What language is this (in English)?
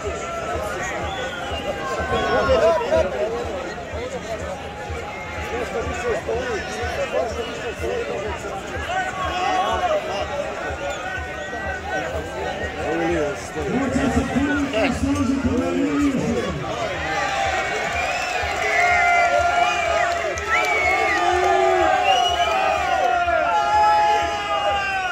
Croatian